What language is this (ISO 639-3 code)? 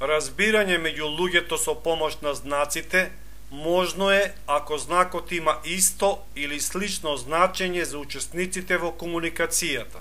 mkd